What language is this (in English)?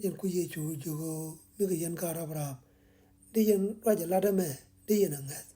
Nuer